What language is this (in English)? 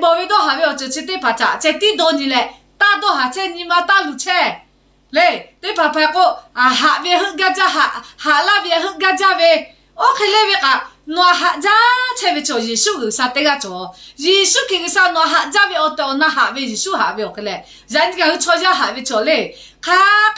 Lahu